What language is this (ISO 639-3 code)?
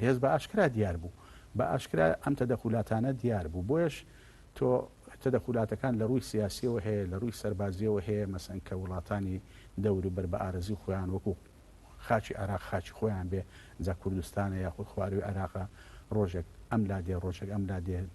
ckb